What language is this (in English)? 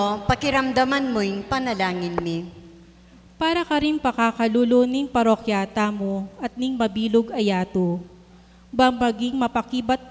Pampanga